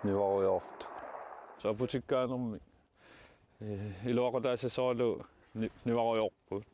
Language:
Kalaallisut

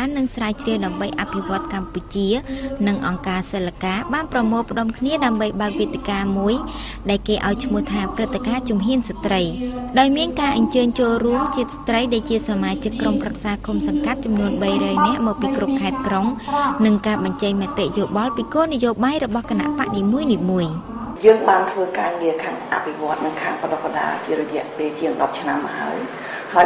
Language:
Khmer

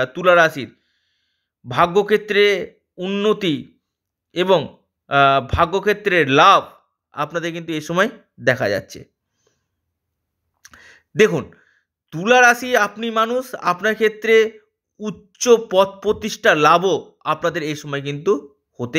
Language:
Bangla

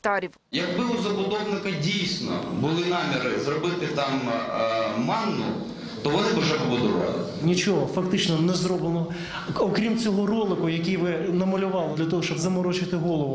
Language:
Ukrainian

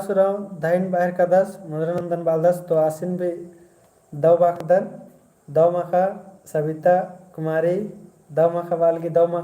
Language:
Kurukh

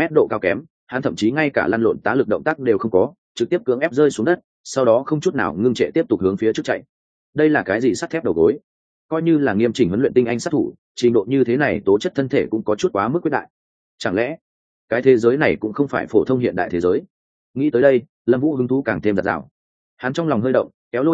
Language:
Vietnamese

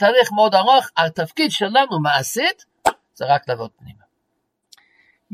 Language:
Hebrew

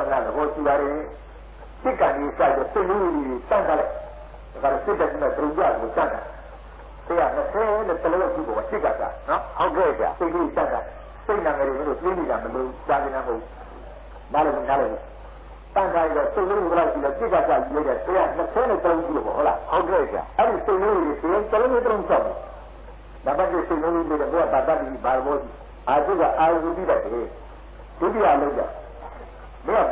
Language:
Burmese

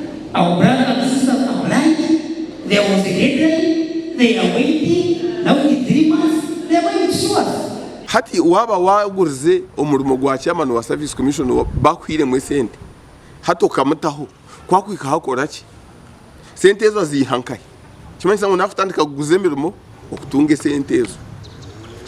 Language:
Nyankole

